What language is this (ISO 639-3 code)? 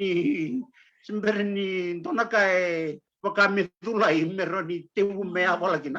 fij